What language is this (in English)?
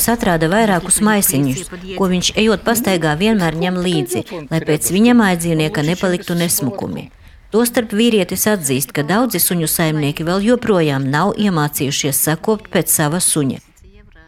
Latvian